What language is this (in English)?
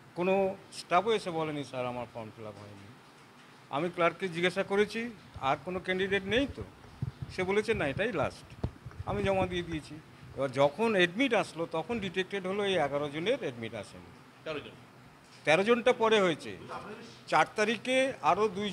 Bangla